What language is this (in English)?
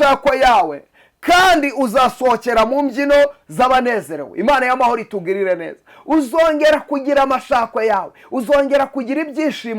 Kinyarwanda